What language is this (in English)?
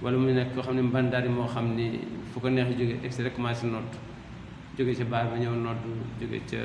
Wolof